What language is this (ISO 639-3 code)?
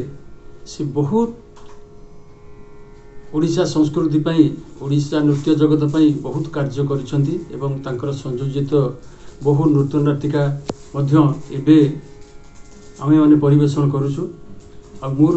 ori